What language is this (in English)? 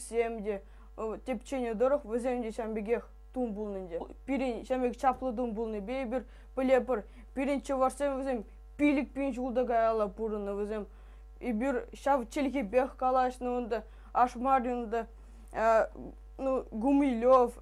Chuvash